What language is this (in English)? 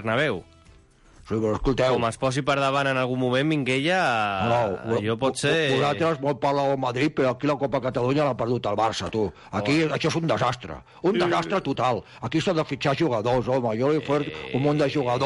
Catalan